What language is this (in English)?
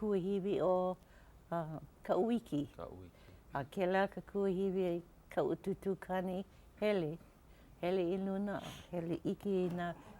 Hawaiian